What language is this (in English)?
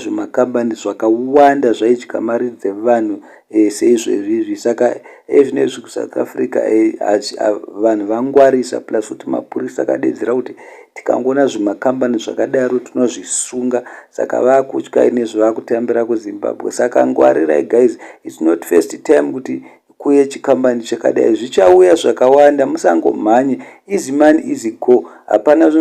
Shona